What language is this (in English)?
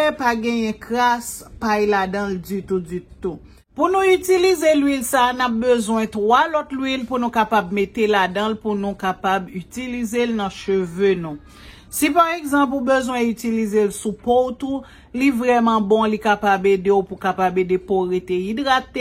Haitian Creole